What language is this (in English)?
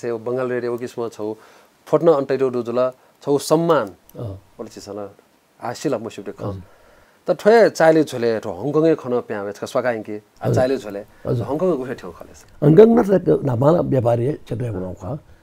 Newari